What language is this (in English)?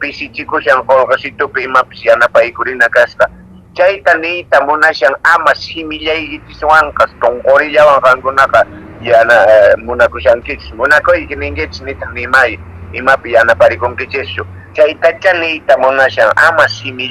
Quechua